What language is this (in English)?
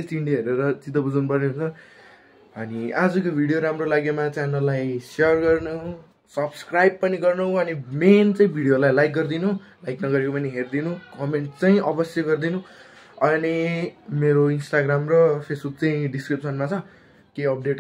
Nepali